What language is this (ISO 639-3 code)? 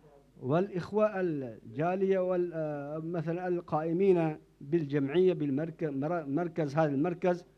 ary